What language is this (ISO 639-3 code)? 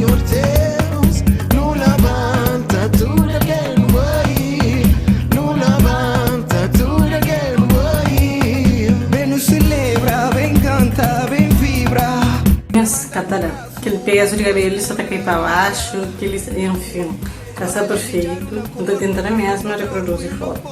kea